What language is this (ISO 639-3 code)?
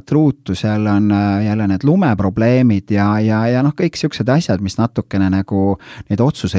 est